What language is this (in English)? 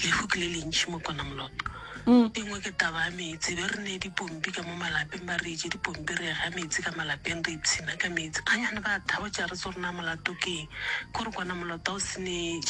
Northern Sotho